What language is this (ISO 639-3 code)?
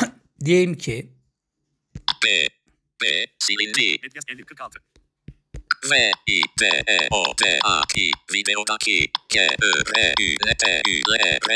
tur